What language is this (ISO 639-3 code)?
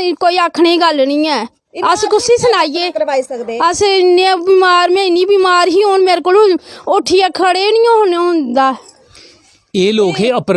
doi